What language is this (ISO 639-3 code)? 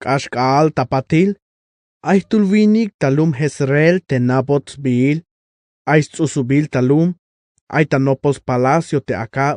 tzh